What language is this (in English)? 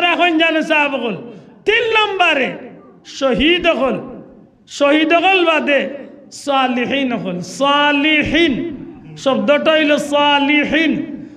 Sylheti